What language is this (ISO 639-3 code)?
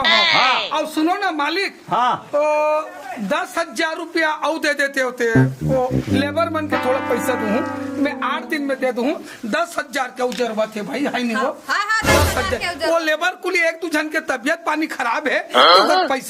hne